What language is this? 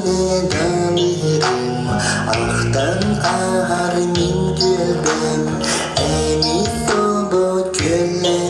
Yakut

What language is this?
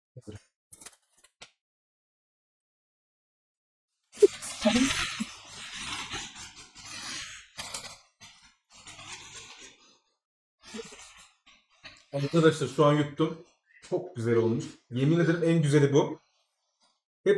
Turkish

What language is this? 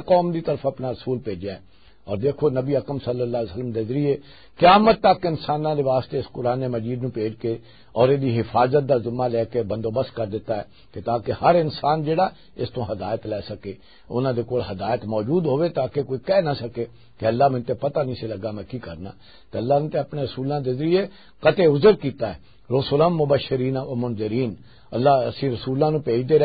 Western Panjabi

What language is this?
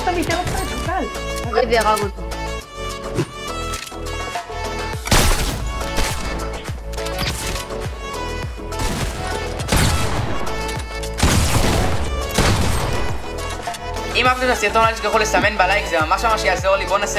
Hebrew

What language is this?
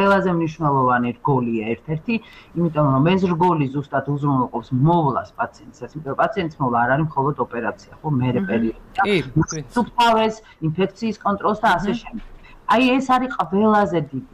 Georgian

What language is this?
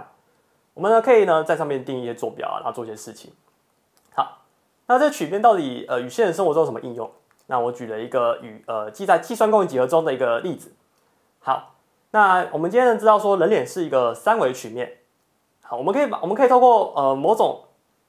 Chinese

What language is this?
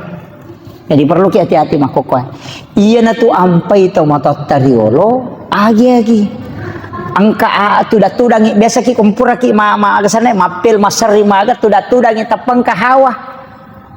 Buginese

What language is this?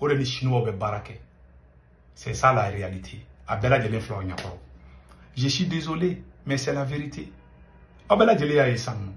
Bambara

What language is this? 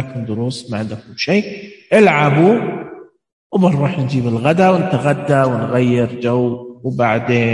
Najdi Arabic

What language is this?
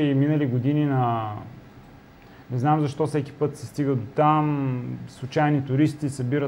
Bulgarian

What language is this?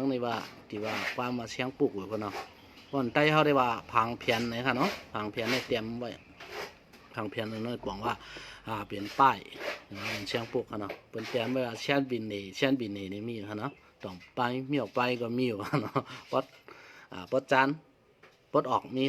Shan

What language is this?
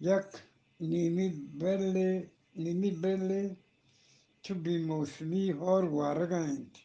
Eastern Balochi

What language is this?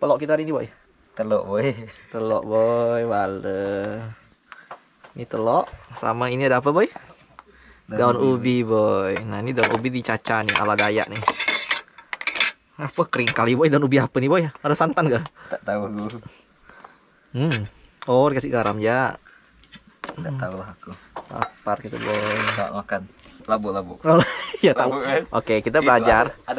Indonesian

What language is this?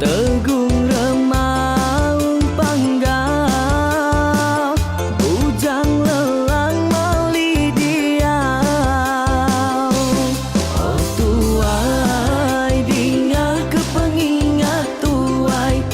Iban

